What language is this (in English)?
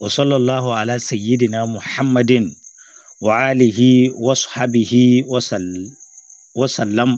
Zarma